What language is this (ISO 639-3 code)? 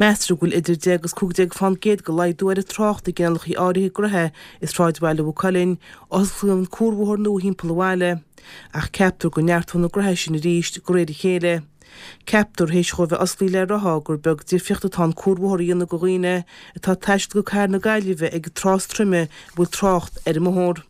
gle